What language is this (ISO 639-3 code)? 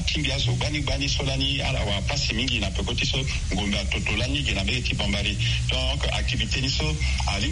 sag